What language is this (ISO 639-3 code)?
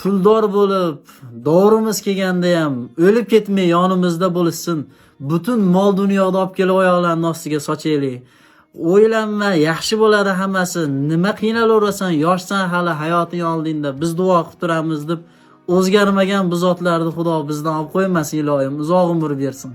uzb